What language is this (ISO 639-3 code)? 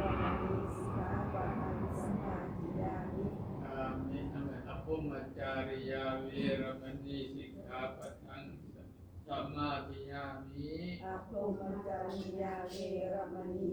pli